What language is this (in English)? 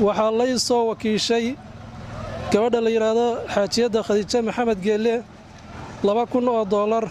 Somali